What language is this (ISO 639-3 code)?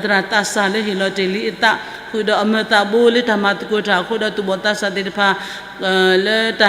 ksw